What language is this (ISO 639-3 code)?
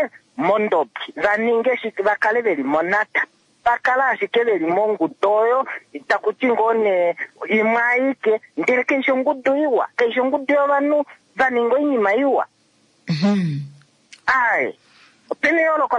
kua